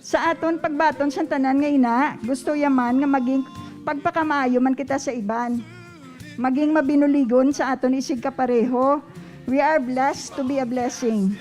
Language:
Hiligaynon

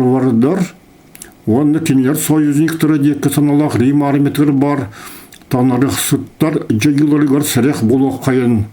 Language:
Yakut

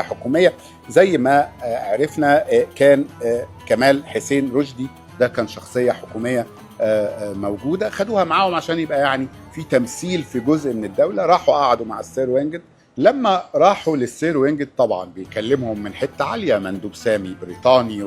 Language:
Egyptian Arabic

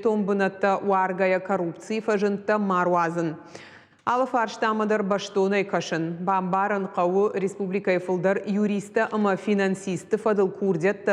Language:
Ossetic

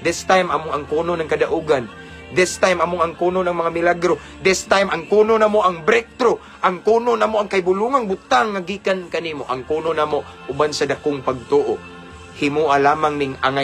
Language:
Cebuano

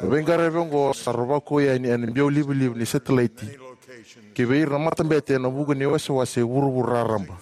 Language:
Fijian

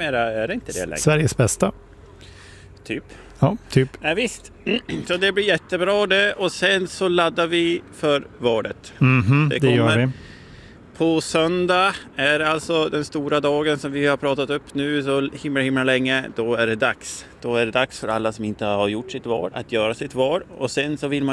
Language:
Swedish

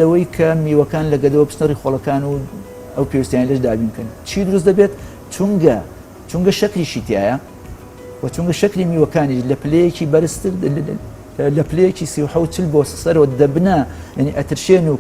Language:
Central Kurdish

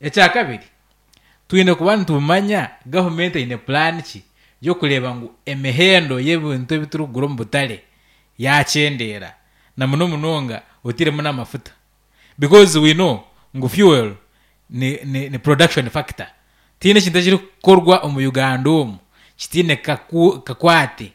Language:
Nyankole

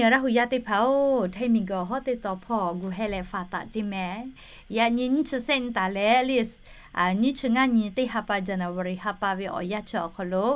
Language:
Lahu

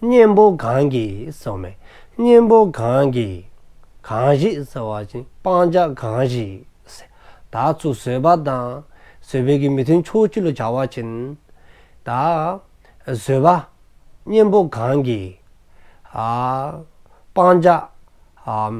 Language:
Dzongkha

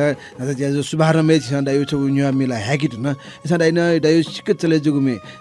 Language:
Newari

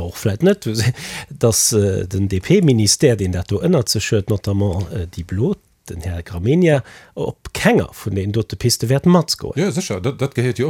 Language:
Luxembourgish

